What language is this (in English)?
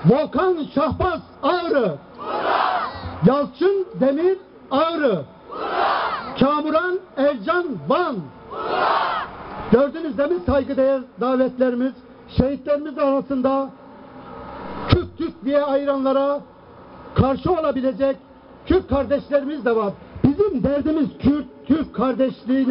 Turkish